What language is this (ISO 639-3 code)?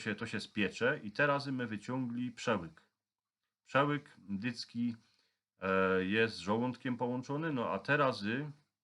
szl